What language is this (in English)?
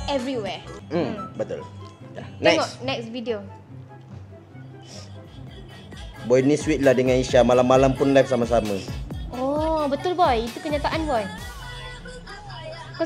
Malay